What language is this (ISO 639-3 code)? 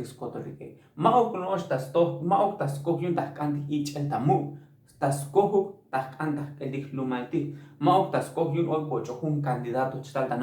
tzo